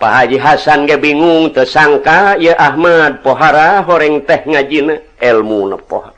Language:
Sundanese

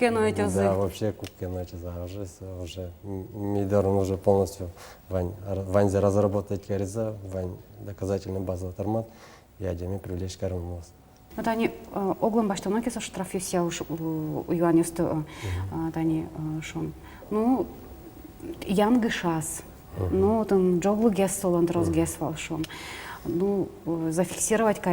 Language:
Udmurt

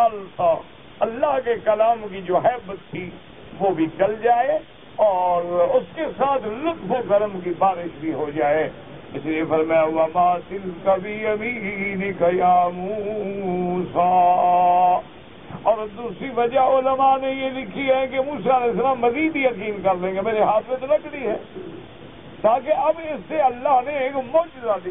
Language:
Urdu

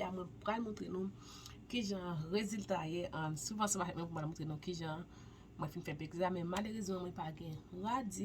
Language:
Haitian Creole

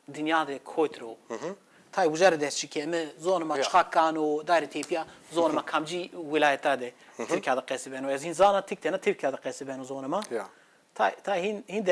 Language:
Zaza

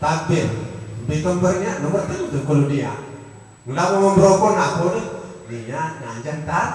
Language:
Sasak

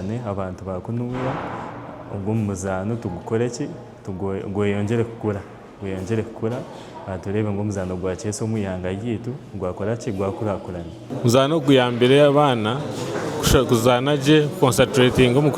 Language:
Nyankole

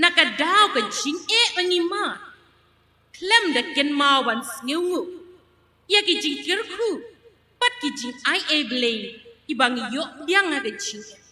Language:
Khasi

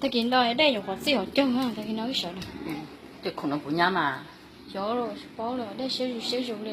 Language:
Hmong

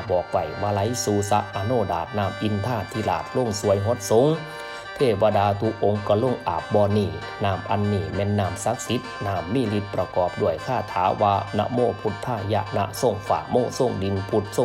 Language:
Northeastern Thai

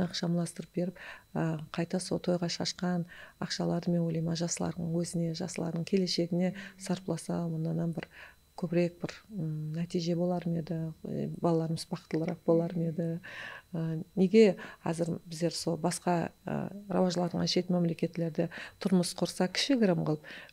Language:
Kara-Kalpak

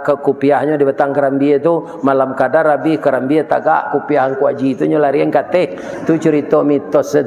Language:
Minangkabau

